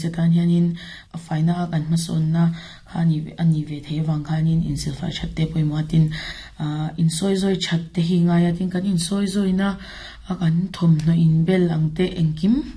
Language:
Mizo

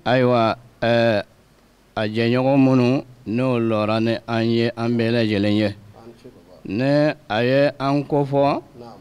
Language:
Bambara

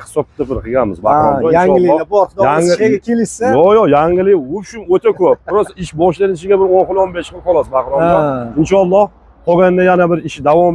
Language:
Uzbek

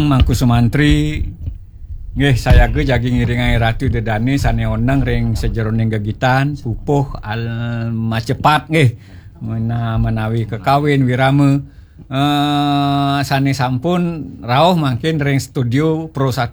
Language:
Balinese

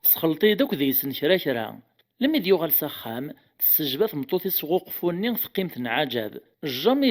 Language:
Kabyle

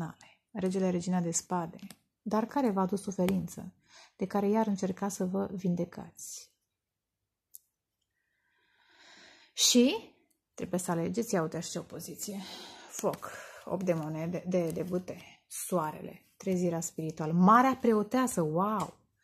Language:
Romanian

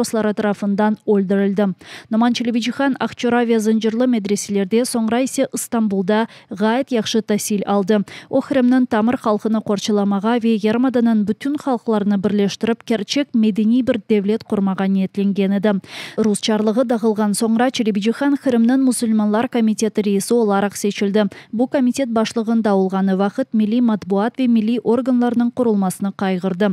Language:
Crimean Tatar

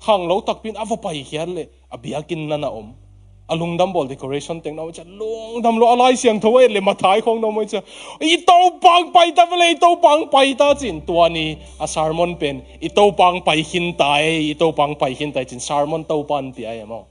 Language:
Tedim Chin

